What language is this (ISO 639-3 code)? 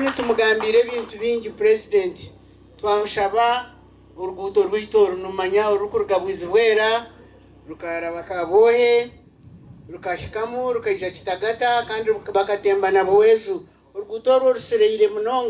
nyn